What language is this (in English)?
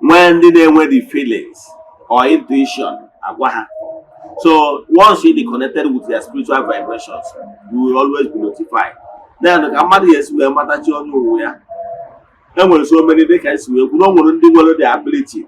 Igbo